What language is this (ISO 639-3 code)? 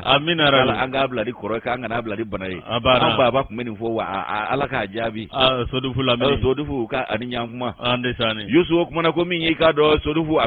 bam